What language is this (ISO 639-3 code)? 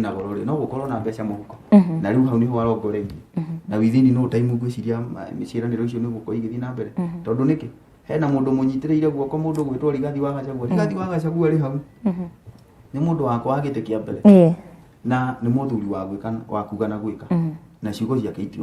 kik